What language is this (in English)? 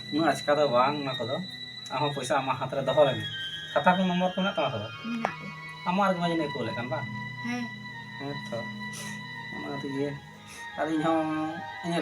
Santali